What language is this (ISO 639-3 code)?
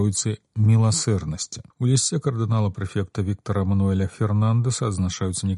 bel